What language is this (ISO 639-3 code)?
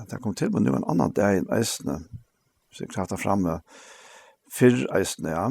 fao